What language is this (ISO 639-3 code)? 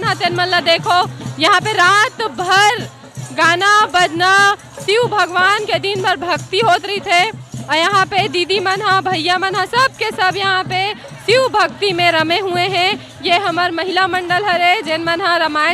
hne